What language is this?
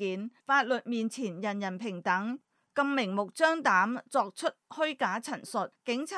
Cantonese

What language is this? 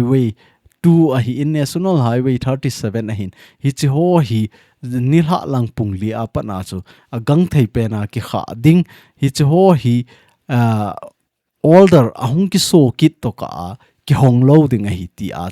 Thado Chin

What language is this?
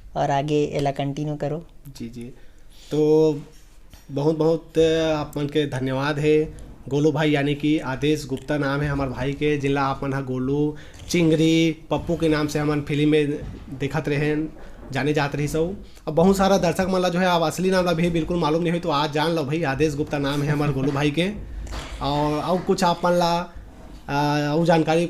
Chhattisgarhi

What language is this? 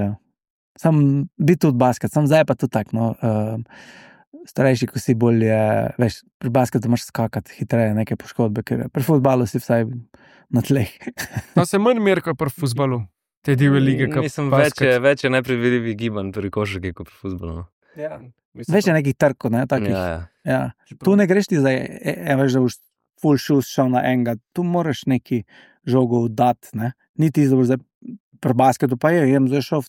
Slovenian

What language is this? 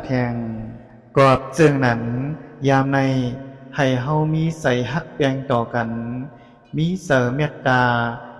Lao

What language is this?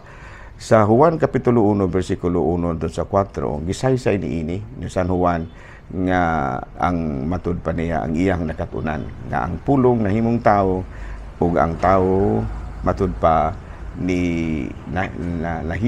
Cebuano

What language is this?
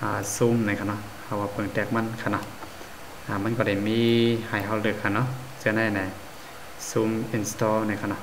Shan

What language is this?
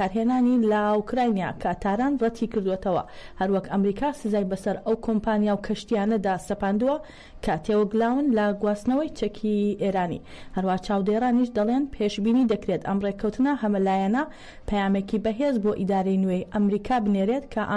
Central Kurdish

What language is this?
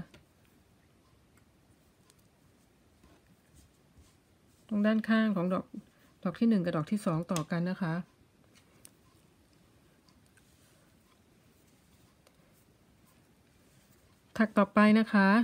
Thai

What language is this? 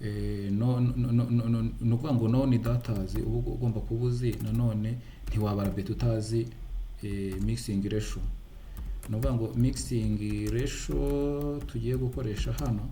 Kinyarwanda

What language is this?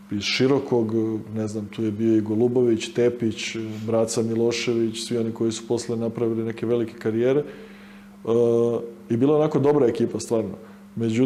Serbian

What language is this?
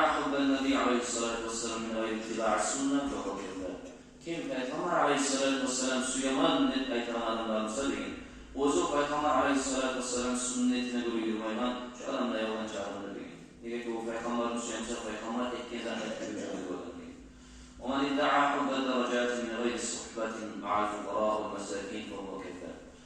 Kumyk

